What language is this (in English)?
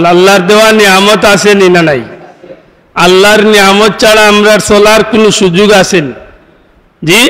Sylheti